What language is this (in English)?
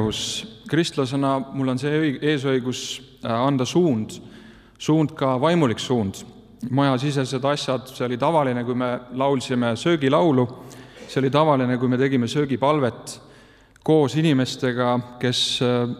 Estonian